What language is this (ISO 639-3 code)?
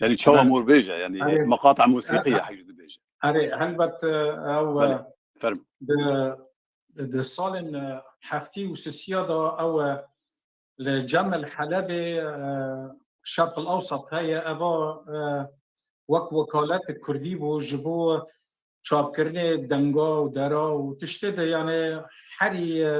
kur